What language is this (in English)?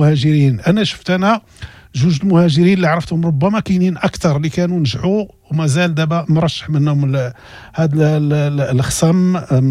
Moroccan Arabic